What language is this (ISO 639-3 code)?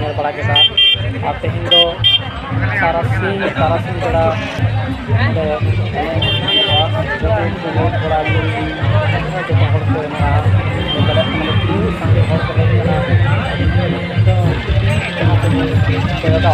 sat